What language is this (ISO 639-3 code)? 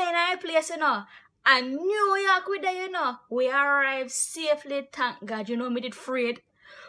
jam